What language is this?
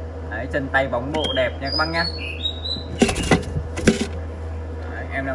Vietnamese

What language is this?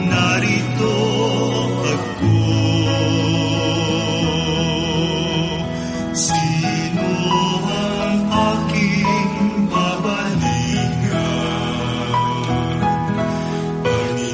Filipino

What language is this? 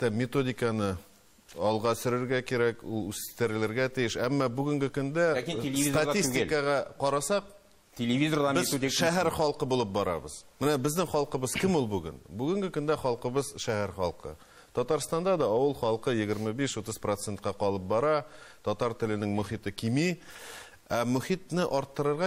Tatar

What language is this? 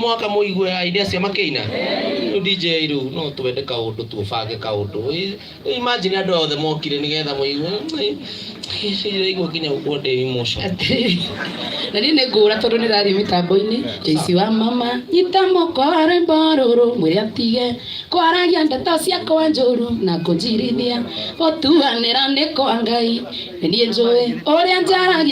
Kikuyu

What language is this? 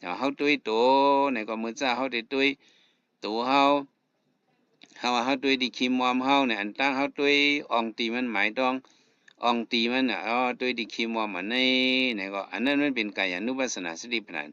Shan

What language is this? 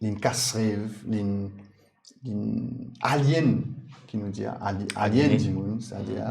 Morisyen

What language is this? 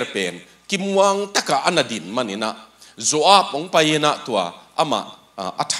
Tedim Chin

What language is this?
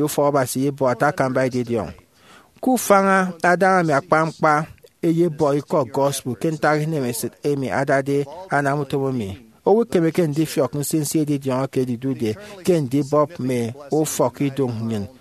Efik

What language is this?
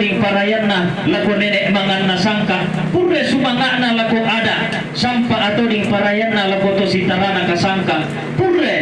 Toraja-Sa'dan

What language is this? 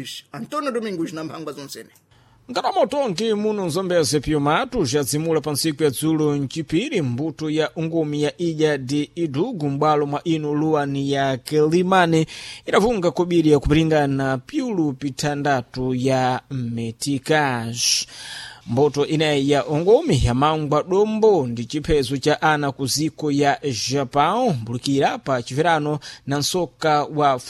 Sena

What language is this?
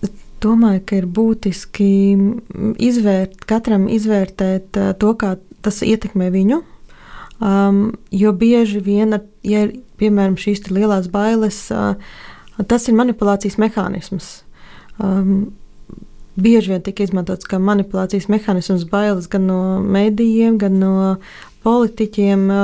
Latvian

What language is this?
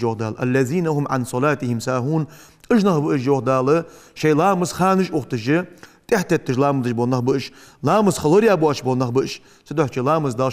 Ingush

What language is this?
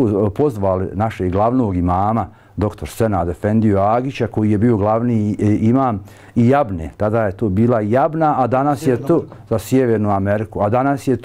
Bosnian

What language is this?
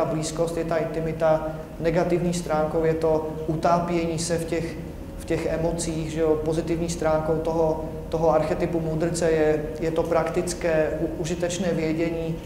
Czech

